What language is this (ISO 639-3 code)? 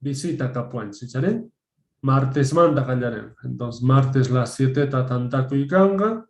que